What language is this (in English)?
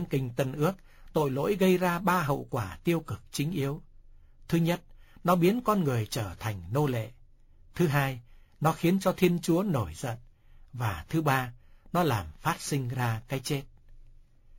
Vietnamese